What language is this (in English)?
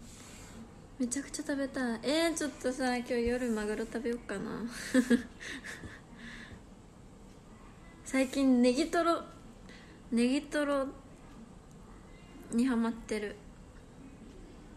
Japanese